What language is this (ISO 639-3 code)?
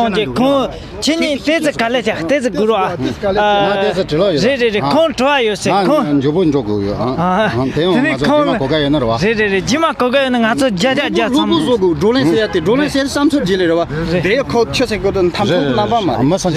bod